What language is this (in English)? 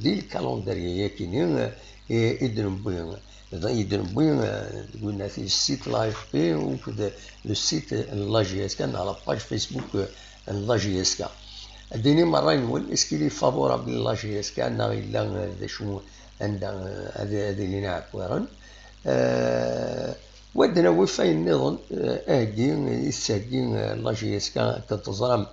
Kabyle